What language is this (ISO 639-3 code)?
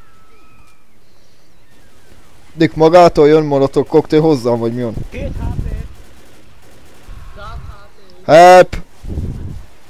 hun